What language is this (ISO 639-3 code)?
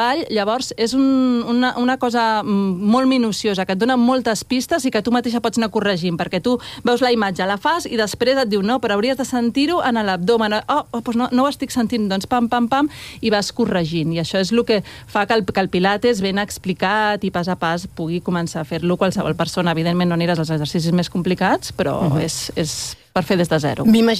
cat